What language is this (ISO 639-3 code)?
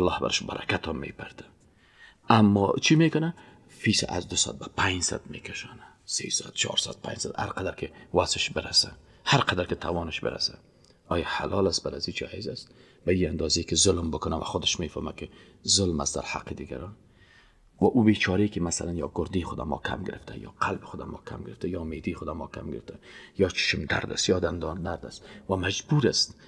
fas